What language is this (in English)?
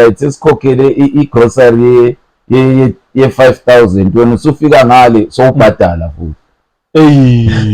Zulu